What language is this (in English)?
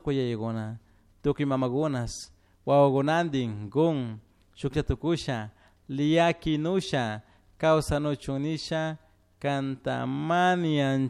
Chimborazo Highland Quichua